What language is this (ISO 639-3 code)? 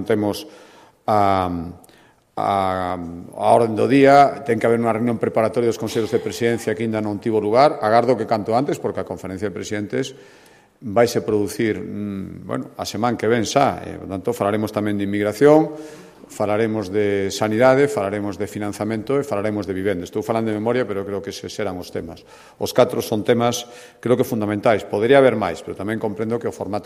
glg